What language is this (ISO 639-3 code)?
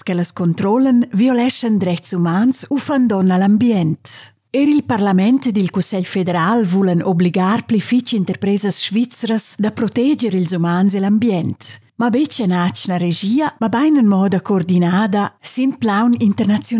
roh